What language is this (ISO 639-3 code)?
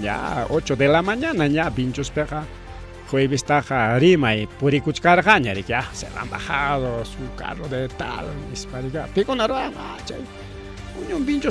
quy